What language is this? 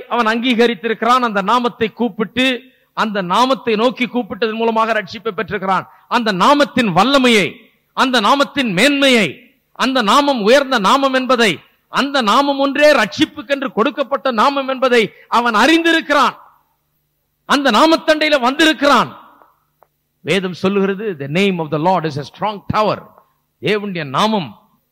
Tamil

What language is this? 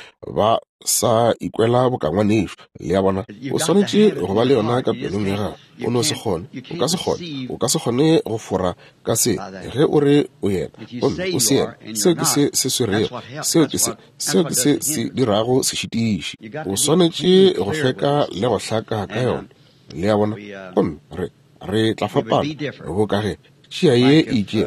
Northern Sotho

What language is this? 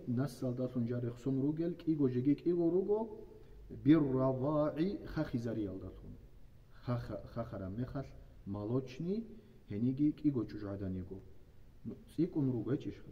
Avaric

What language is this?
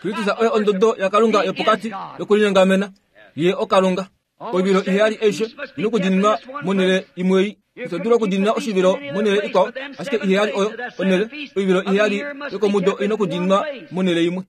Kuanyama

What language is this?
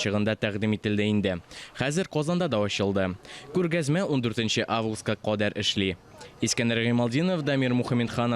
Tatar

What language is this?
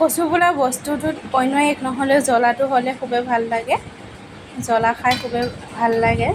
Assamese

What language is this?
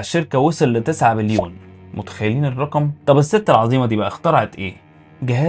Egyptian Arabic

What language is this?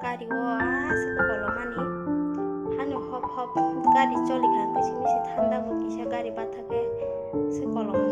Kok Borok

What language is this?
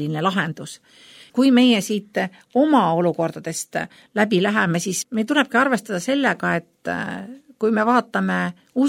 Estonian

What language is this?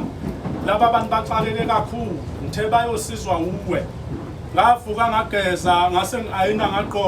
Zulu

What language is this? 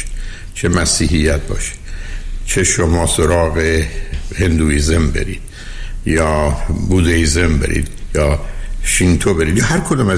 Persian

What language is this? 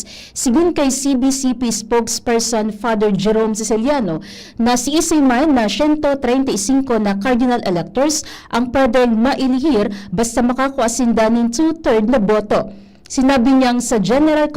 Bikol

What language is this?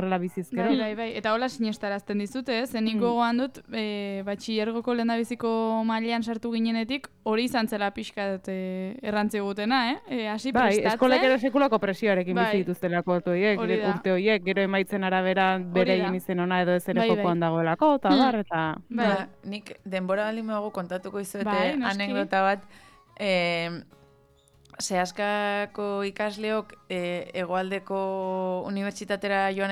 Basque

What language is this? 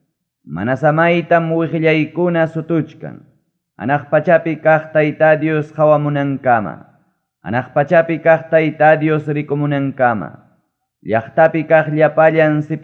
Ayacucho Quechua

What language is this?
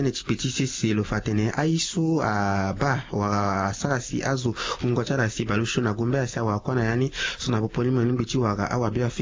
Sango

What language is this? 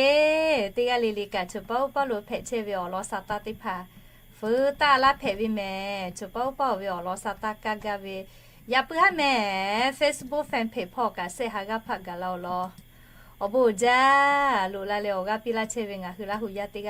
Lahu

